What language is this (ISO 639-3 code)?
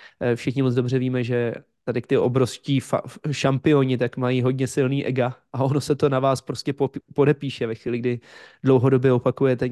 ces